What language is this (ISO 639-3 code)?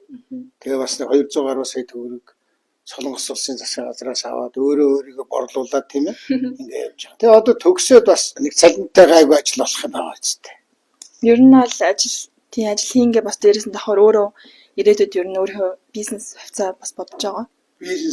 mon